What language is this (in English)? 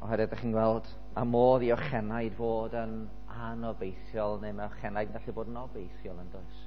Welsh